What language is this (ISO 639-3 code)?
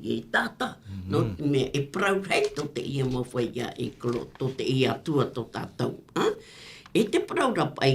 tah